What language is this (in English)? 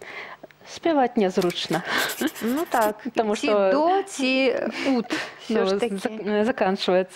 Belarusian